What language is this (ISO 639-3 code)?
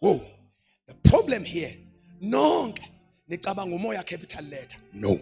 zul